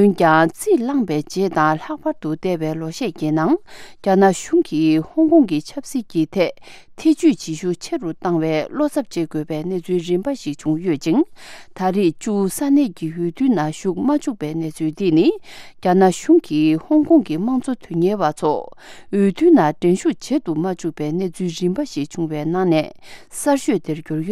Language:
Tibetan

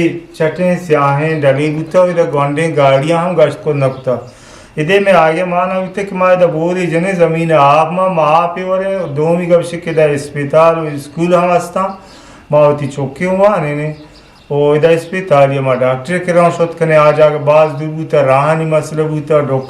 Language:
Eastern Balochi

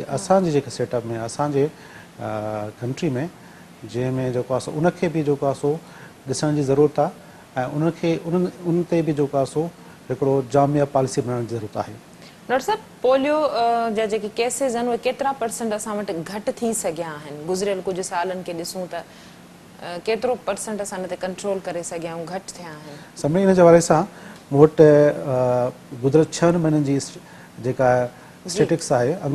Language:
Sindhi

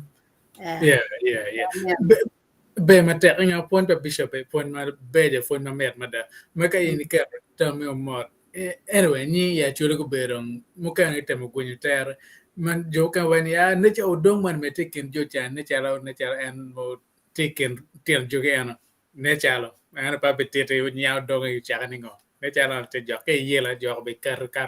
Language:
Acoli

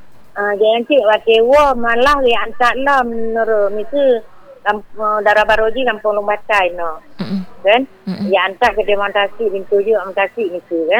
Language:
Malay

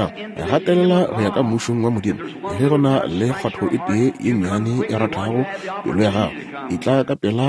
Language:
Northern Sotho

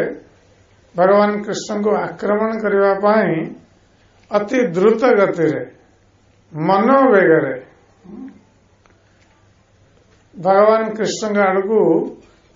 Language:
Odia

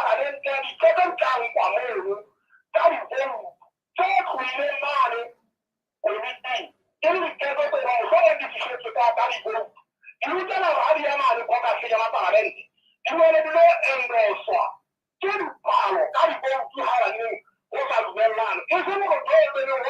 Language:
Southern Sotho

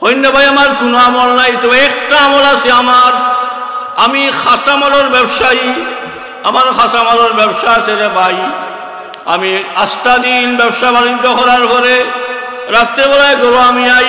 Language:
Sylheti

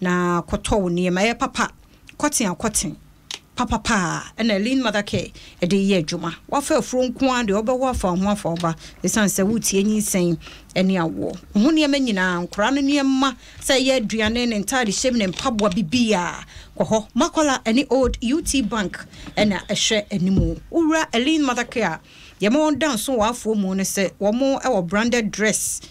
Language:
Akan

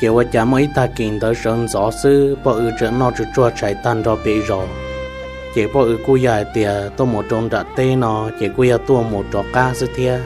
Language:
Hmong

